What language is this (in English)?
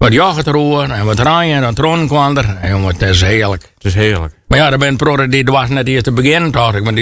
Western Frisian